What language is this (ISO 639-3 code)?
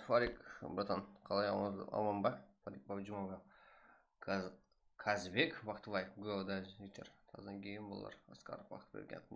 kaa